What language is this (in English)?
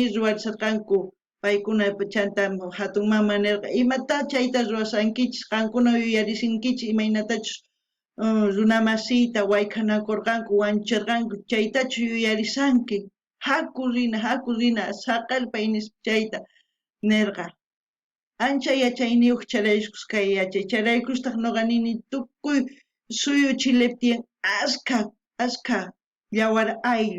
South Bolivian Quechua